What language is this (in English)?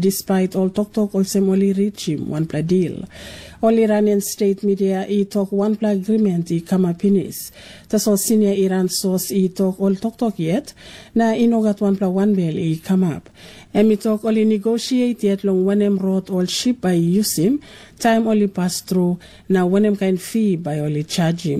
Tok Pisin